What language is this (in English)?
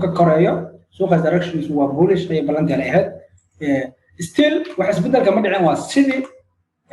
Somali